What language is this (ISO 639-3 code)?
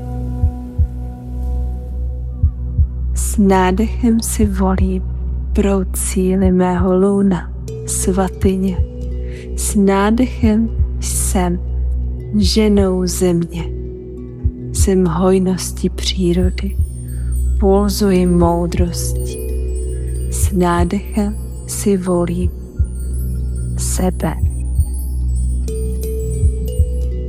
ces